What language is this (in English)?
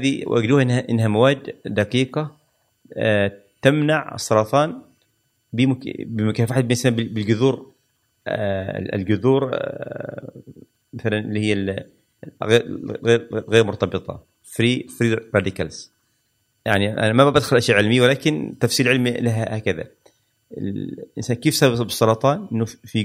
Gulf Arabic